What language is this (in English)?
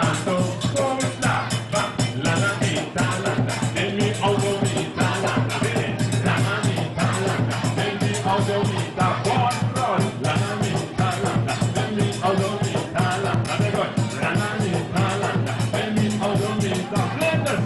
Papiamento